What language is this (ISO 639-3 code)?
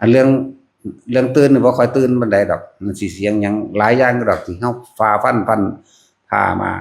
tts